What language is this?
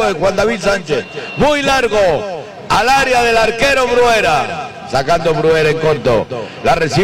Spanish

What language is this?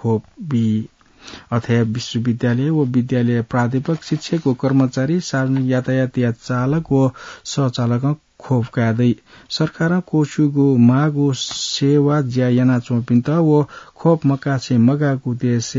Newari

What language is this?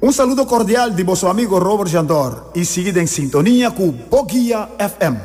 Papiamento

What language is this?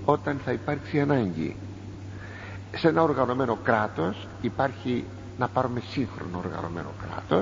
Greek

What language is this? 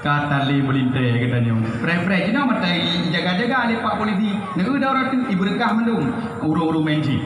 Achinese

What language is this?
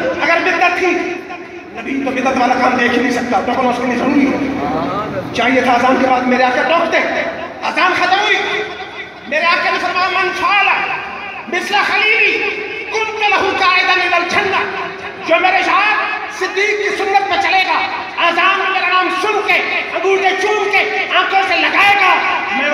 Urdu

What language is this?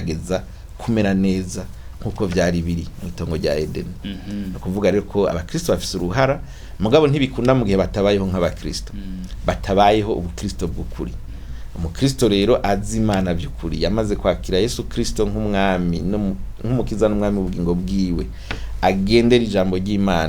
Rundi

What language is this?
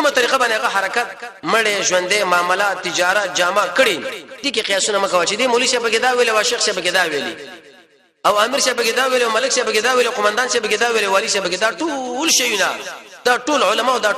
Pashto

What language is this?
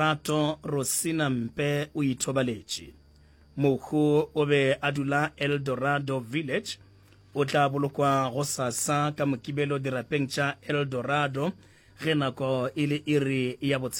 Northern Sotho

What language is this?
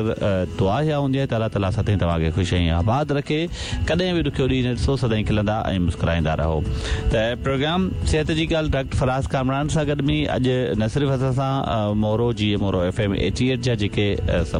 Sindhi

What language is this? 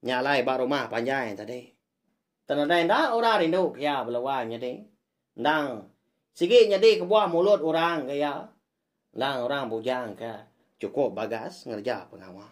Iban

